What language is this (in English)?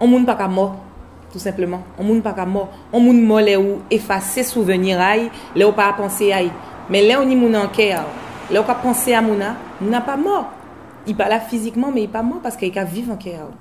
Guadeloupean Creole French